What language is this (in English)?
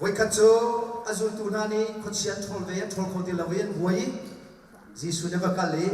Hakha Chin